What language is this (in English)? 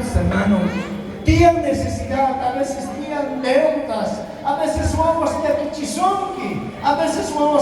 South Bolivian Quechua